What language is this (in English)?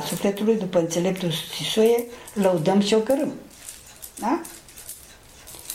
Romanian